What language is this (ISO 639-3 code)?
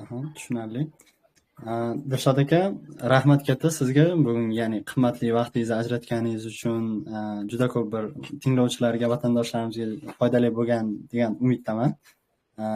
uzb